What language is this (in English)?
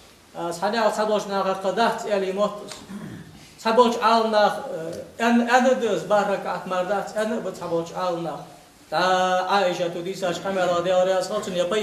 Ingush